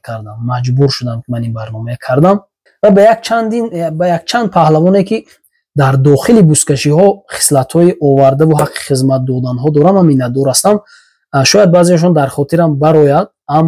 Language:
Tajik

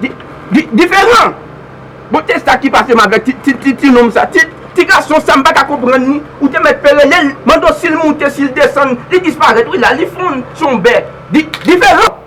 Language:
Haitian Creole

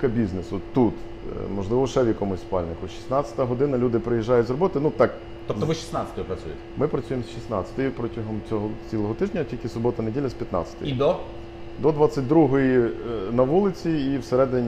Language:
Ukrainian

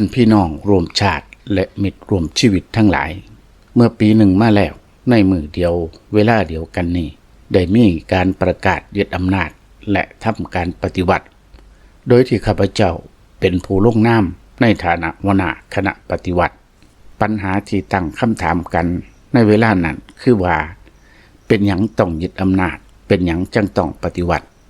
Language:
Lao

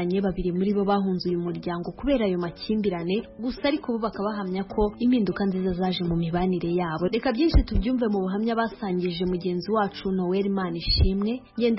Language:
Kinyarwanda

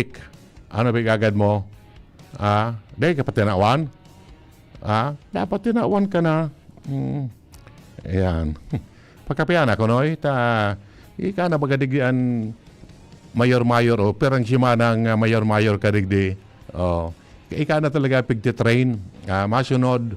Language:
Bikol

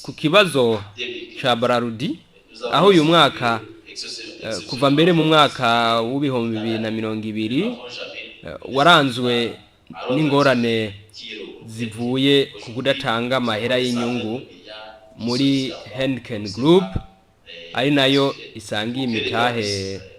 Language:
Rundi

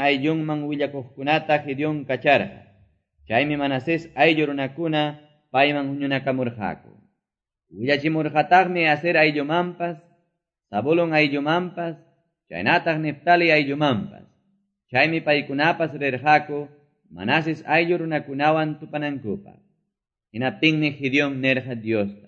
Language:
Quechua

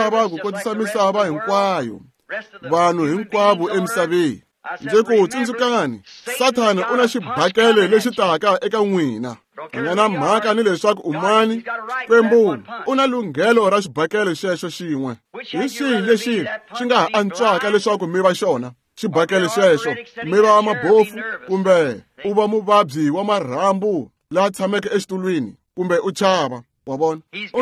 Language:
Tsonga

